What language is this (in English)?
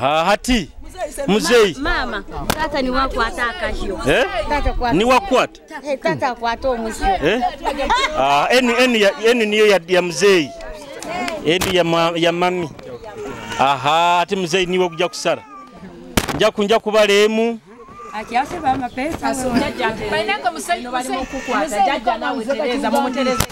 Nyoro